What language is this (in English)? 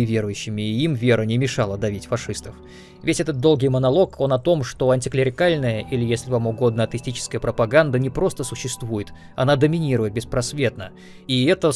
Russian